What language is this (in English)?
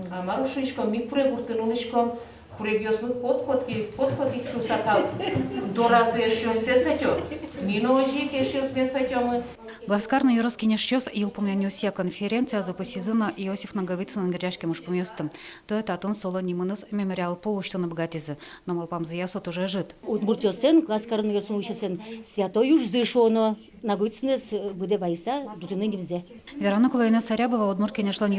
Udmurt